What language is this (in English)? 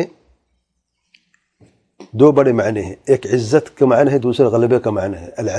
Urdu